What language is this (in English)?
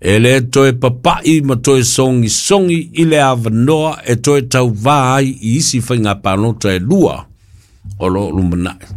Samoan